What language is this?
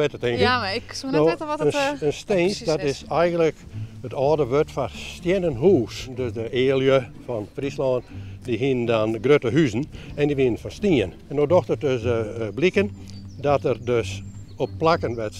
Western Frisian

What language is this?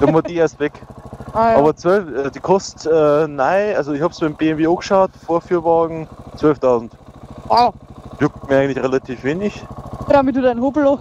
Bavarian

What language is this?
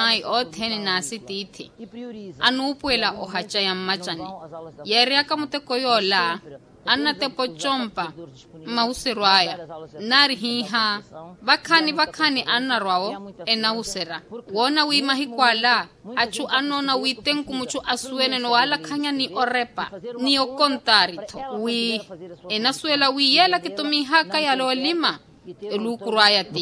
Makhuwa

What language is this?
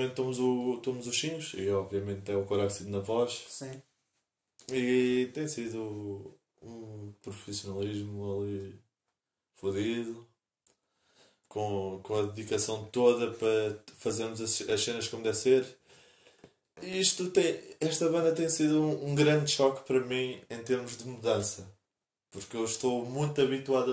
Portuguese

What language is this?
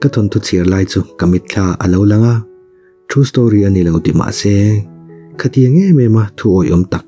Mizo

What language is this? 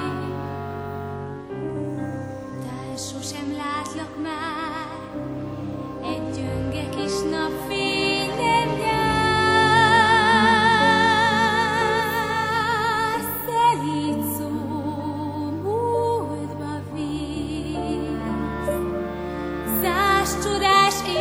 Hungarian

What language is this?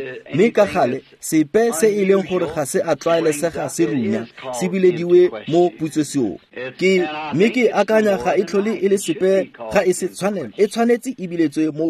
Tswana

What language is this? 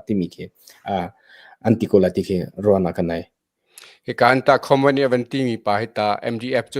Hakha Chin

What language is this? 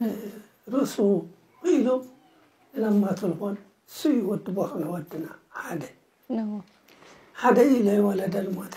Tigrinya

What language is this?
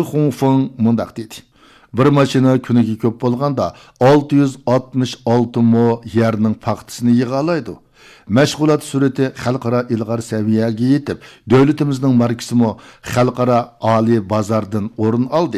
Uyghur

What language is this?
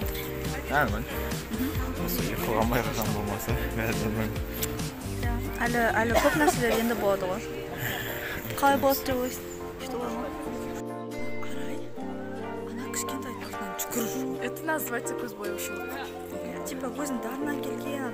Kazakh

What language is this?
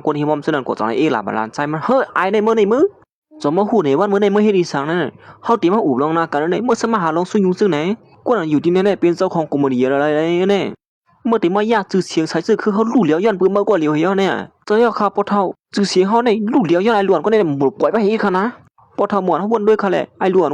Shan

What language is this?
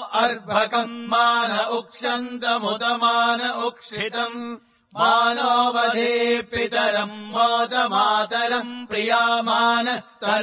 Sanskrit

